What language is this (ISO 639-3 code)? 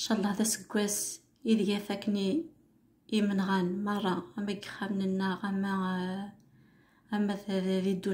kab